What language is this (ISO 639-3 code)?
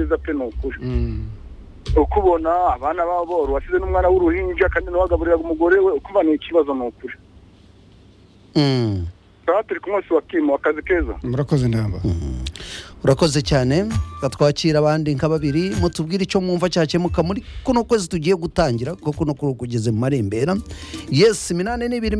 kin